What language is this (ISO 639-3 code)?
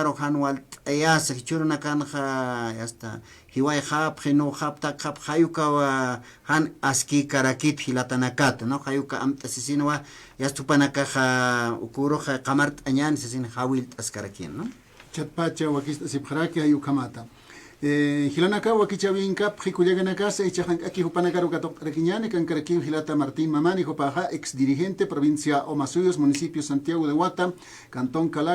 aym